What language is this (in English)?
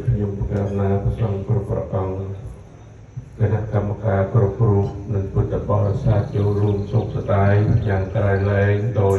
Khmer